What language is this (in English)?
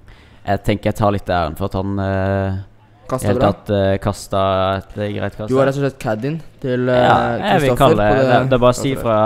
Norwegian